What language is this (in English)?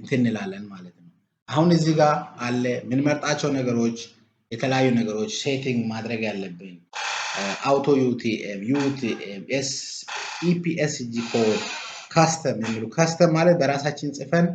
Amharic